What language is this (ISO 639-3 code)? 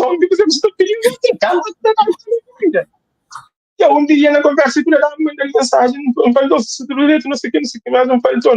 kea